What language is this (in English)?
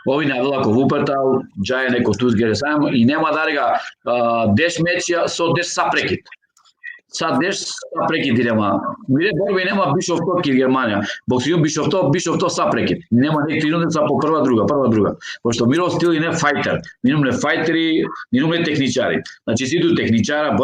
Balkan Romani